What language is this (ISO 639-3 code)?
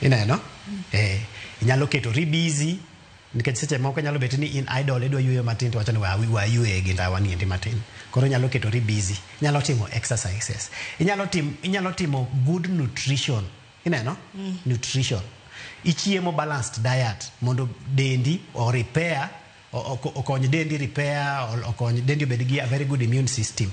luo